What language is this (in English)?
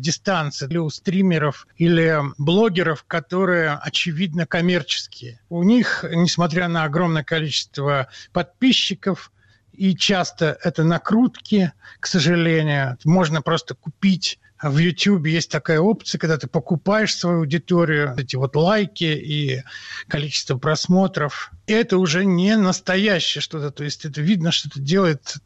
Russian